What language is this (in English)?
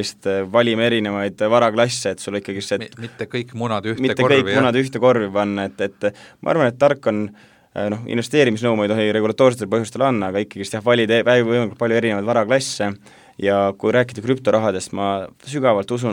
Estonian